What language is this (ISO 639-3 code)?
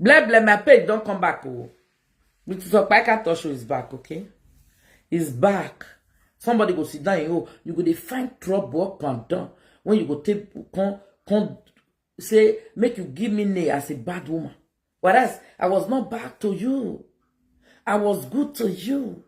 pcm